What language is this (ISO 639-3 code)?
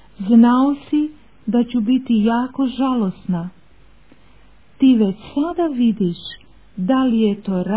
hrv